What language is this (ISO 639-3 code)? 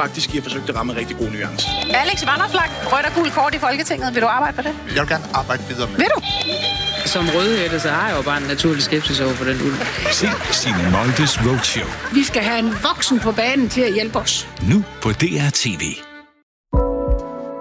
dan